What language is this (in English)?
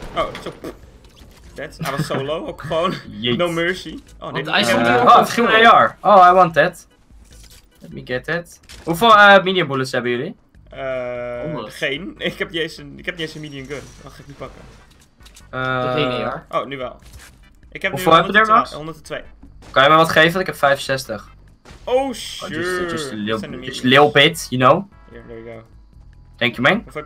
Dutch